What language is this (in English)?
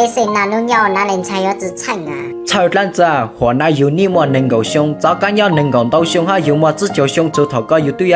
Hmong